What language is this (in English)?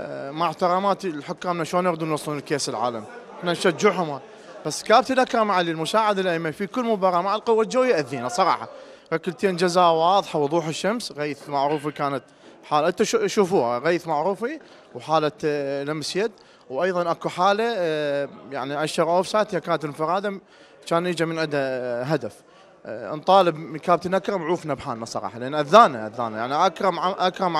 Mesopotamian Arabic